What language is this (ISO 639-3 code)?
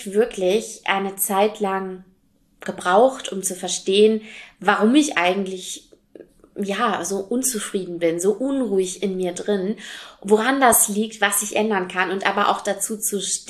deu